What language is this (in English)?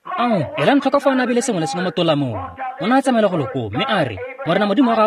Tswana